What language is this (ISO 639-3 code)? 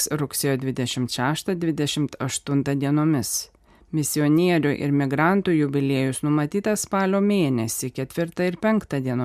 lit